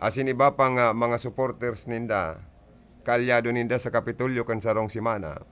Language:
Bikol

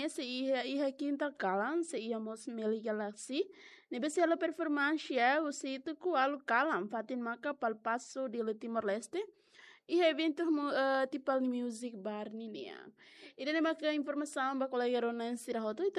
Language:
Tetum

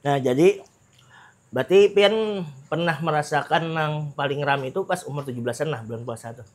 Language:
Banjar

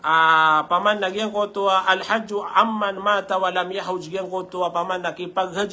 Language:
Maranao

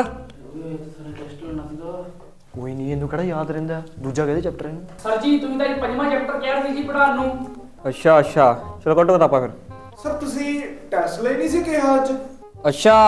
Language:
Punjabi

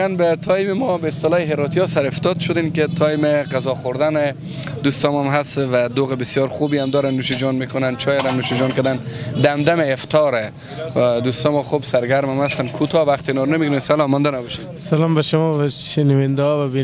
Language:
Persian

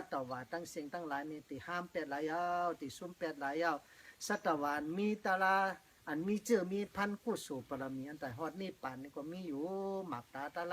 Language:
Shan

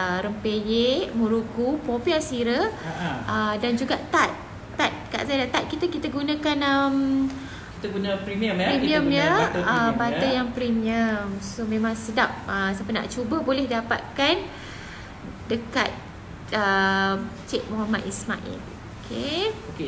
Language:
Malay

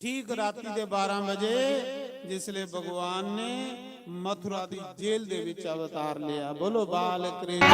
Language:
Dogri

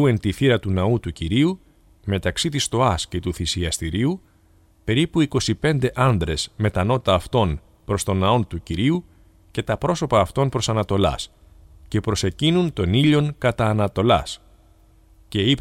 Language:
Greek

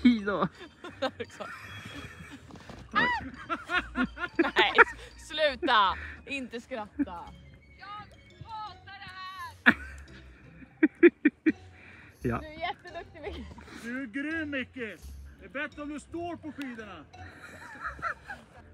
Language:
Swedish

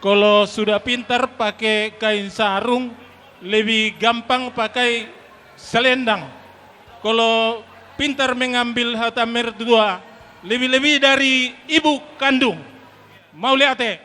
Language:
Batak Toba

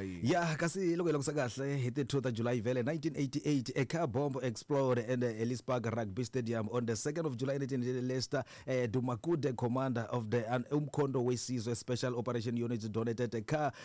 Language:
Tsonga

